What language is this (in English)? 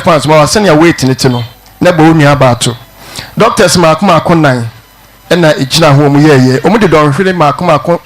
Akan